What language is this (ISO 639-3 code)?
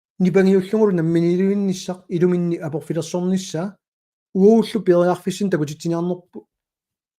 kal